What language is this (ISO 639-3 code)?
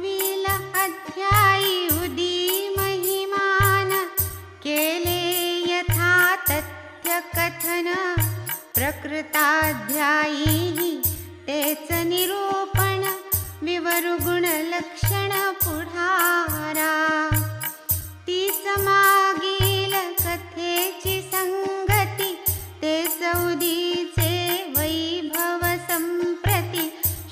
mar